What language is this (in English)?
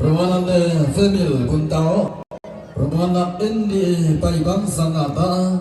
Toraja-Sa'dan